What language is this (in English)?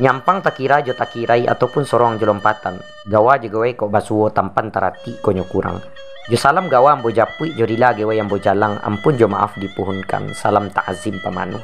Minangkabau